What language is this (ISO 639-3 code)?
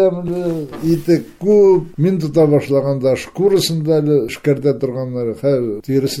bak